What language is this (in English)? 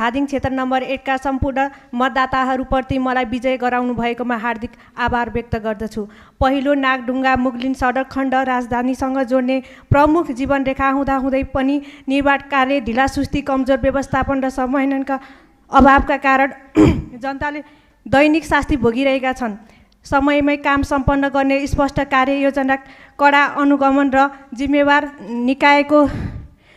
Nepali